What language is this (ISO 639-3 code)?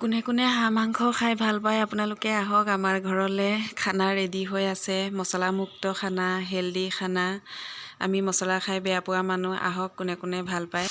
asm